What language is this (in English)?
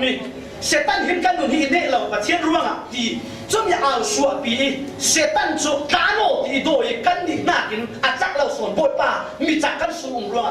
Falam Chin